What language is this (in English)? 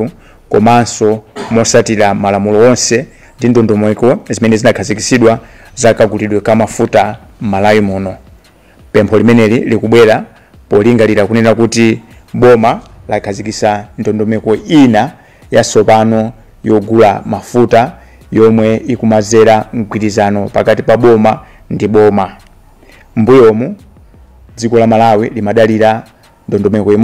Nyanja